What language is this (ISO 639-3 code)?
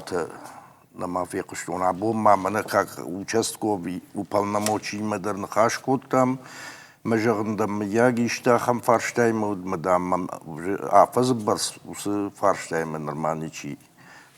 oss